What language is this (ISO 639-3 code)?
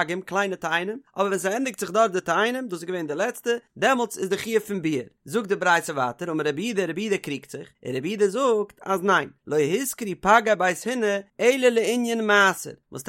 yid